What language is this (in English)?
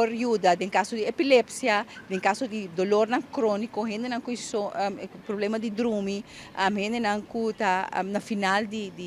Papiamento